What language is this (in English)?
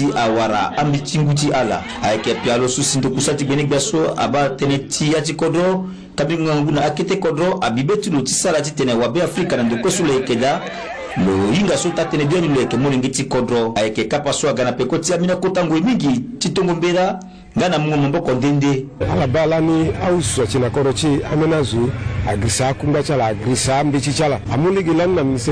Sango